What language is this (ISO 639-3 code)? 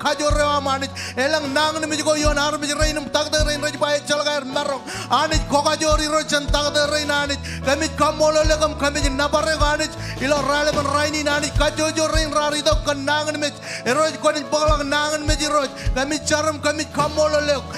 mah